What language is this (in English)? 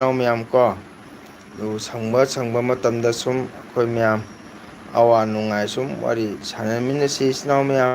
Manipuri